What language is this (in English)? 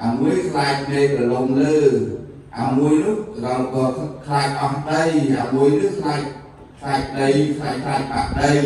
Khmer